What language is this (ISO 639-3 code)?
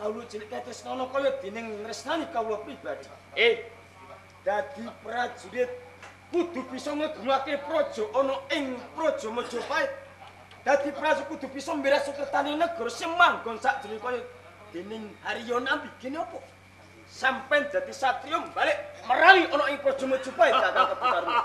jav